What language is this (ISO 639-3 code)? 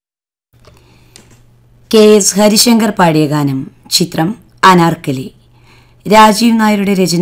mal